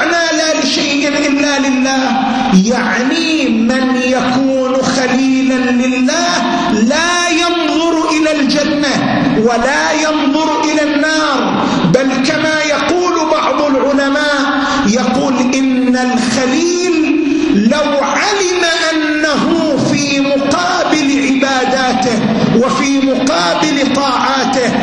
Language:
Arabic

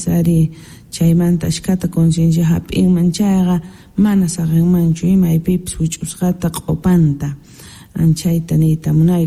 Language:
South Bolivian Quechua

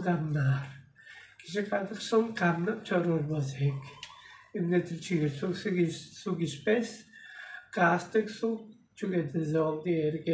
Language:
Tuvinian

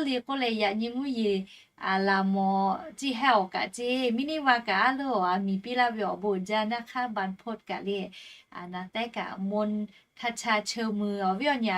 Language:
Lahu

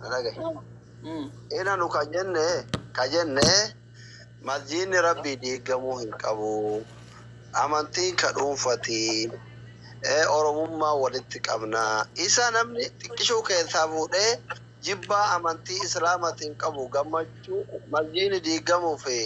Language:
Oromo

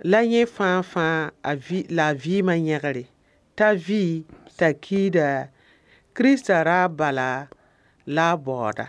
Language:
Mossi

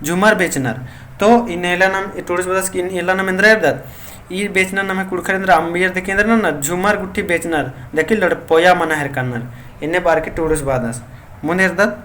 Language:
Kurukh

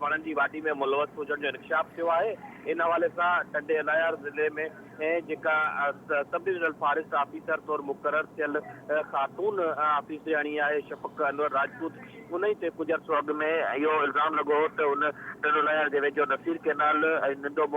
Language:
Sindhi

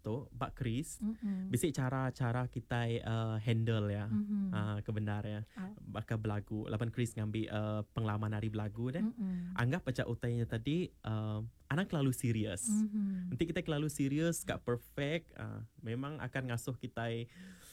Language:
Iban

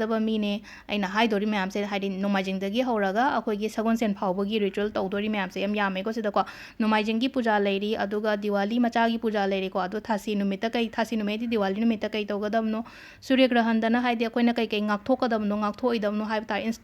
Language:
Manipuri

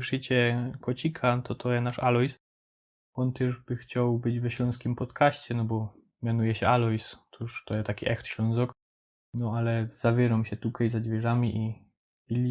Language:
Silesian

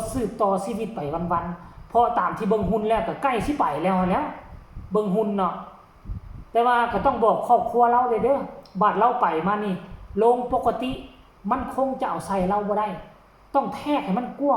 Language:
Lao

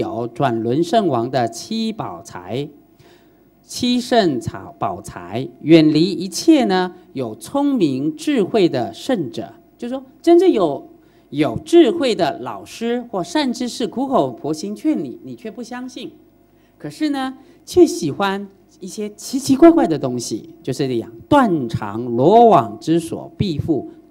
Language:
Chinese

